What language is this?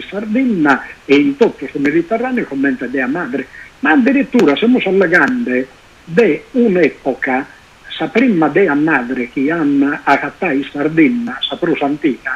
Sardinian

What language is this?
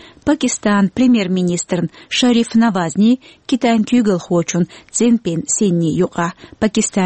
Chechen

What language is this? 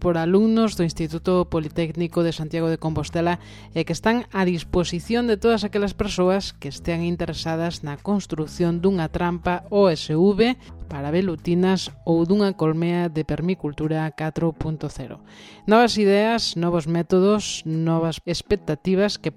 Galician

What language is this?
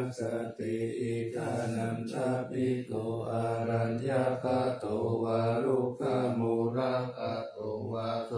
Pali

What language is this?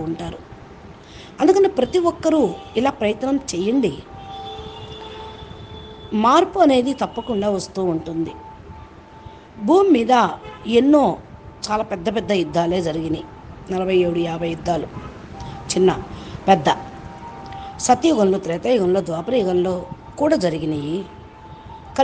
Telugu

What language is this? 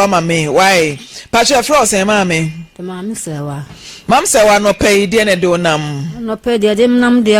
Akan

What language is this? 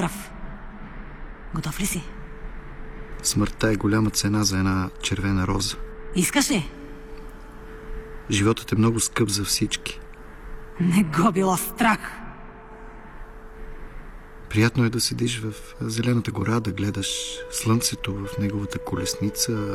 Bulgarian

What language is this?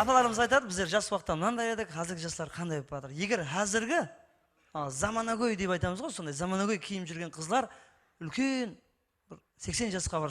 Kara-Kalpak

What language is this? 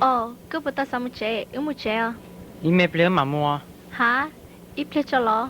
Hmong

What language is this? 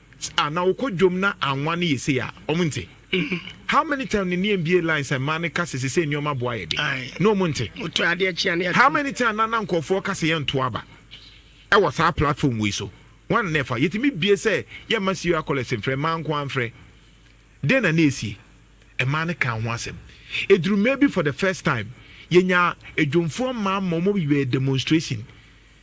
Akan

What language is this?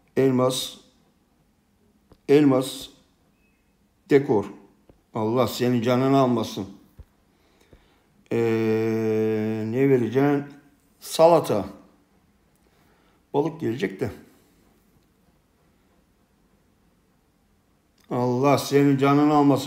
Turkish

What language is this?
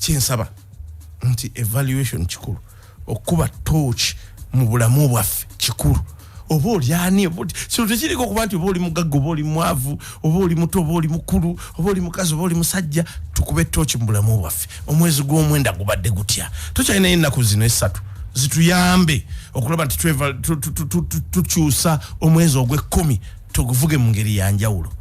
Ganda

